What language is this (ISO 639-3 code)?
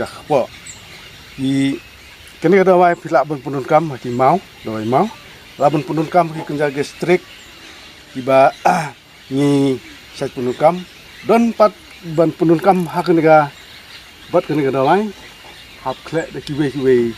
kha